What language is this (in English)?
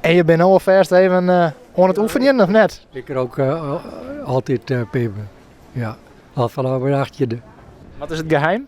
Western Frisian